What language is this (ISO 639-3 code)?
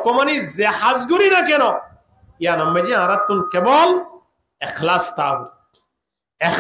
rhg